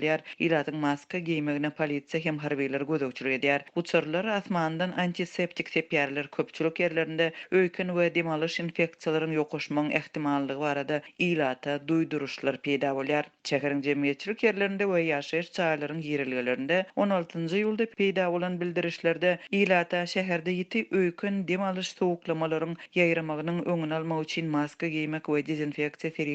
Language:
Turkmen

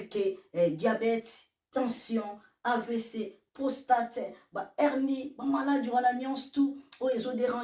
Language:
Lingala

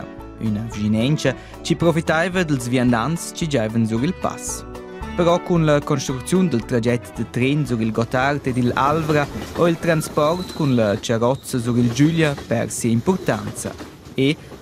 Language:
Romansh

